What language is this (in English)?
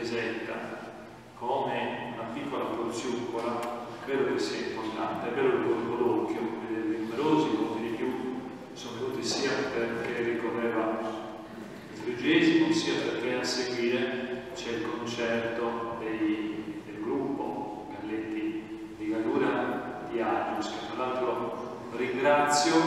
Italian